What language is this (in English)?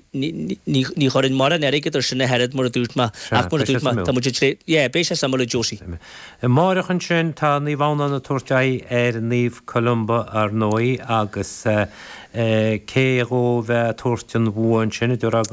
Irish